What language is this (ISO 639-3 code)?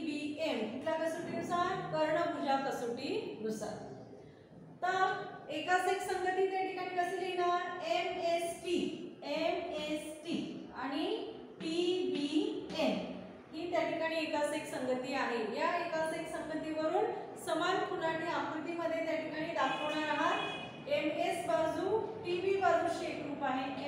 mar